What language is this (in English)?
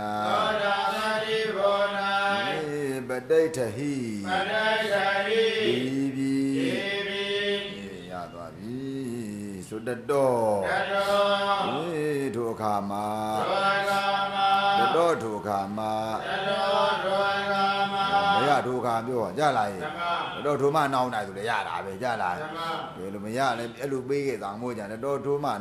Burmese